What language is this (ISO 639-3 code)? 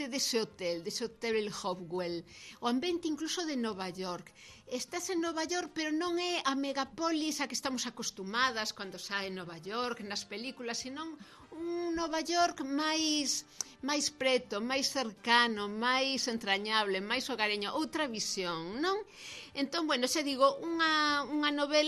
glg